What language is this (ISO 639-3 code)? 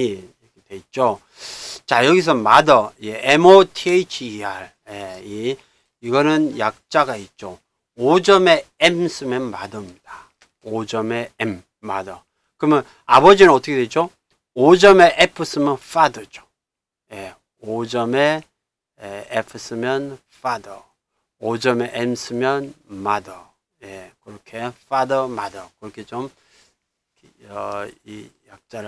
kor